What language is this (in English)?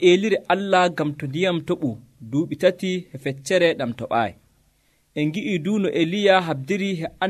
Nigerian Fulfulde